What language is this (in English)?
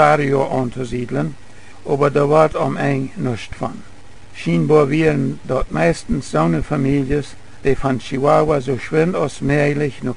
Plautdietsch